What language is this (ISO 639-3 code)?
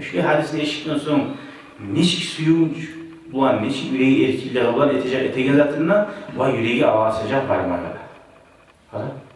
kum